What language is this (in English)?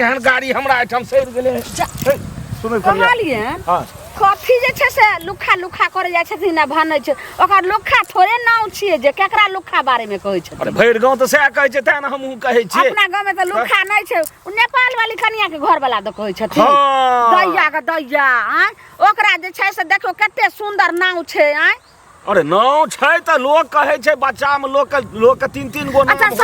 Maithili